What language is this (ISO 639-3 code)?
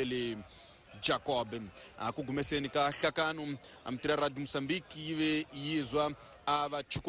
tso